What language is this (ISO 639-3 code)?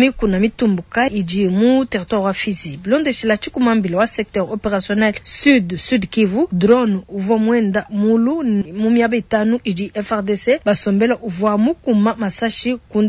lua